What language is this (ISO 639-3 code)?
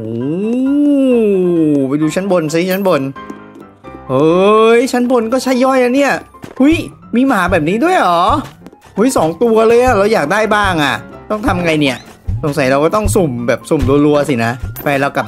tha